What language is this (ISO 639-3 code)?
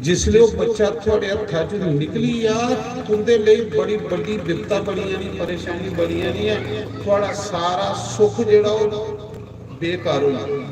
doi